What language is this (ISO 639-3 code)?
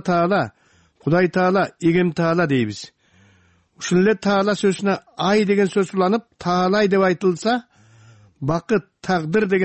kir